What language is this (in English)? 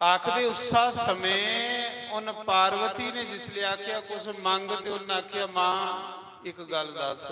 Dogri